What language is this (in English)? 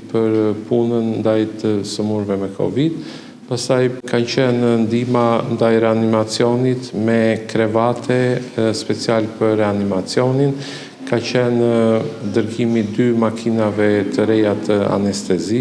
Albanian